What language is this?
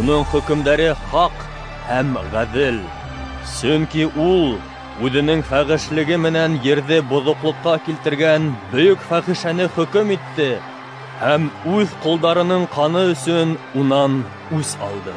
Bashkir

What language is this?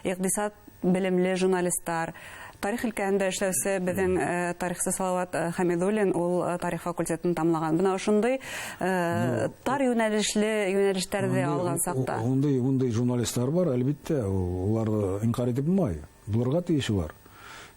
Bashkir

